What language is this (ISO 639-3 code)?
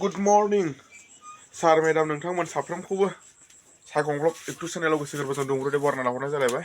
brx